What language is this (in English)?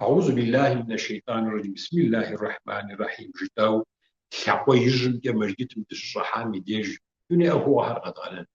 Kabardian